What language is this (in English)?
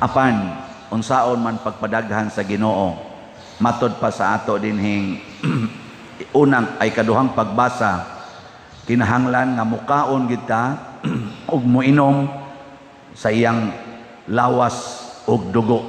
Cebuano